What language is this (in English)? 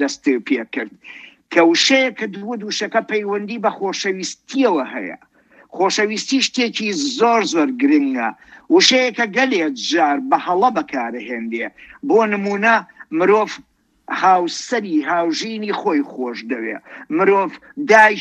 Central Kurdish